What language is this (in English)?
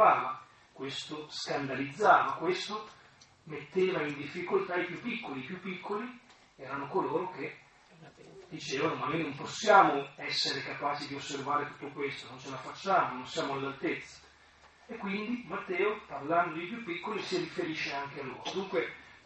Italian